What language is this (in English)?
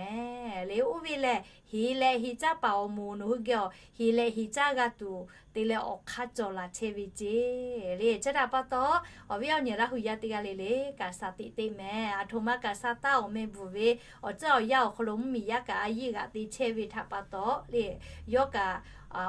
Lahu